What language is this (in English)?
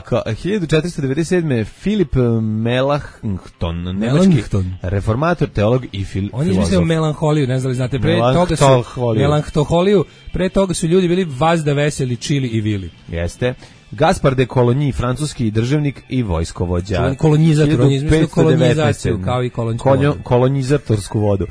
Serbian